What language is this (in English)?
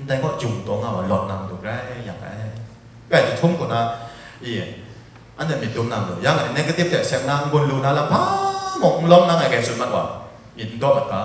Kachin